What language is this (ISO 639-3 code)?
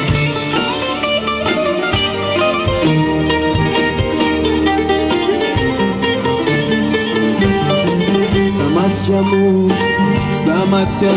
ell